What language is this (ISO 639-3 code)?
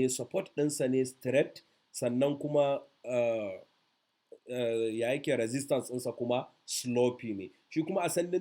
hau